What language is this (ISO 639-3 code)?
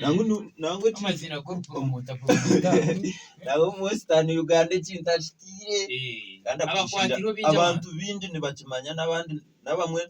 nyn